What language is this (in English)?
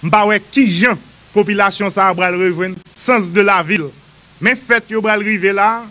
Haitian Creole